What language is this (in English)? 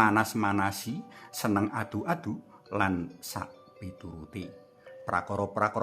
Javanese